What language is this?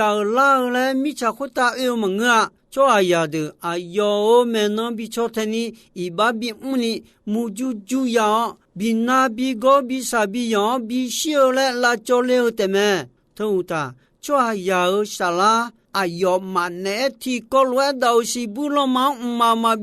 Akha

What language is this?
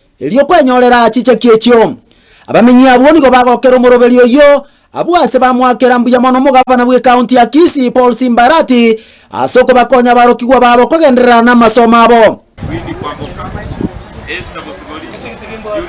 Gusii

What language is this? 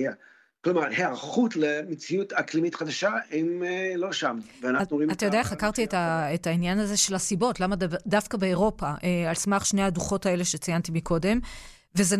Hebrew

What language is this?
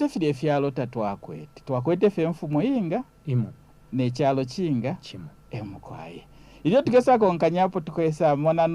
Bemba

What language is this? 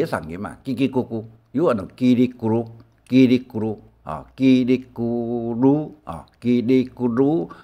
Hakka Chinese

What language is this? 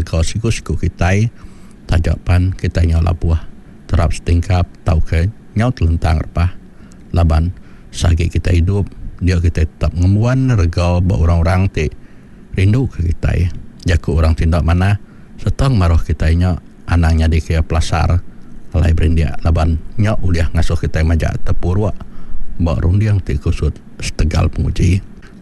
Iban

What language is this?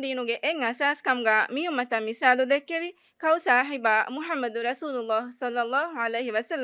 Divehi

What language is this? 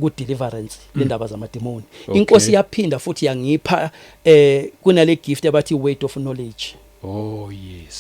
Zulu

